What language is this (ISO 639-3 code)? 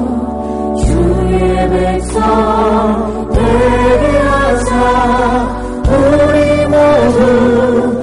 kor